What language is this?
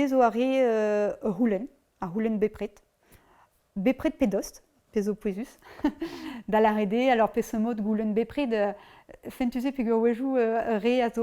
Breton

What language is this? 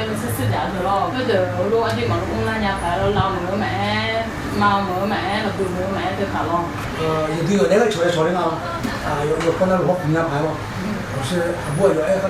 Akha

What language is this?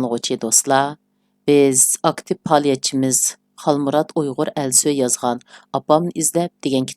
Uyghur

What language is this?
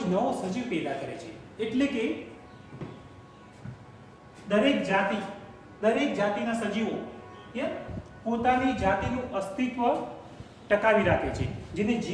Gujarati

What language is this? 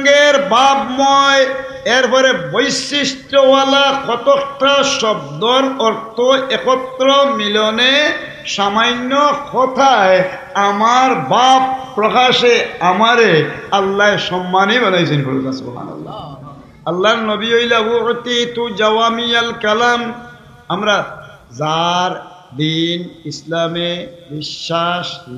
Sylheti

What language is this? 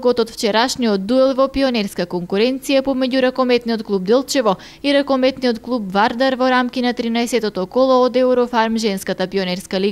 Macedonian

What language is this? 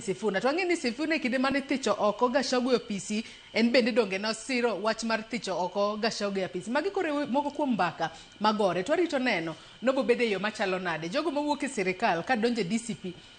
Luo (Kenya and Tanzania)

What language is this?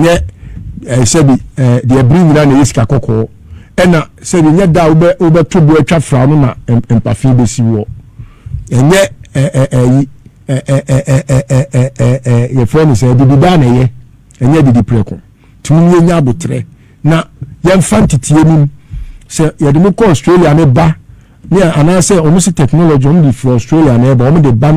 Akan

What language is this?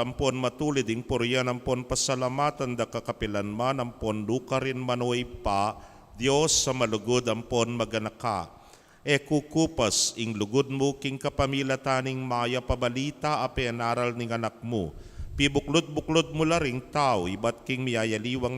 Pampanga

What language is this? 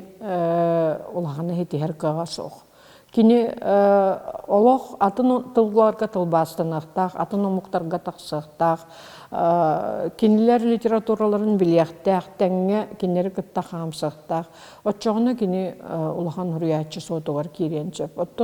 Yakut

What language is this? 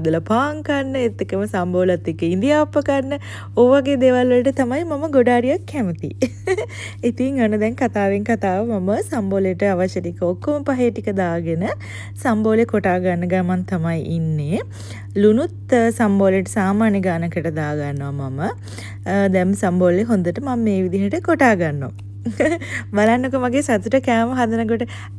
Sinhala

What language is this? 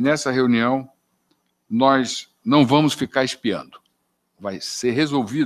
Portuguese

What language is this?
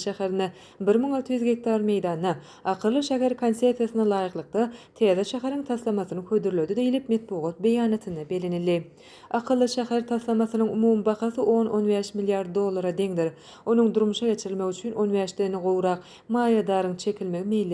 Turkmen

